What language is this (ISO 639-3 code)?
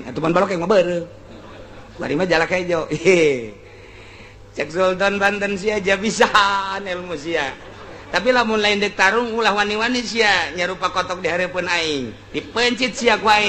sun